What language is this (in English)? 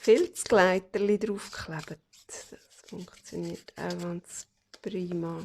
Swiss German